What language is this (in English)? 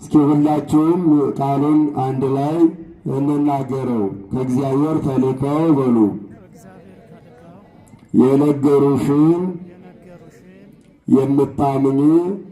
Amharic